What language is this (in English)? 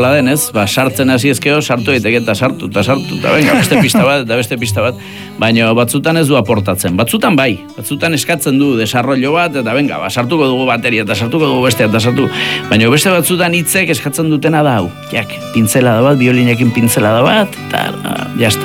Basque